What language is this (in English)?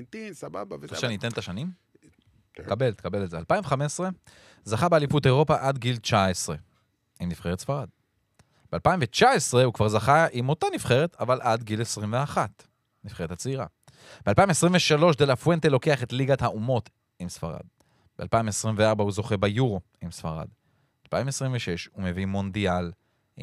Hebrew